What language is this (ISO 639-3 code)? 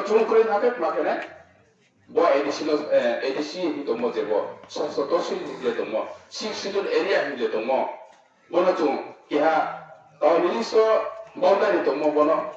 ria